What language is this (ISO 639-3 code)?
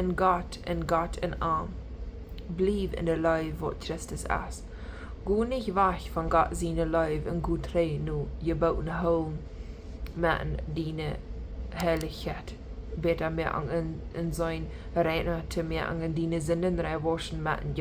pdt